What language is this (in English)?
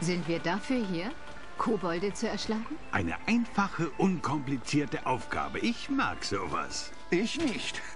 Swiss German